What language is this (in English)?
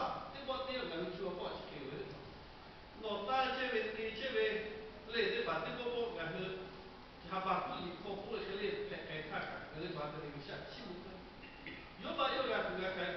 Lahu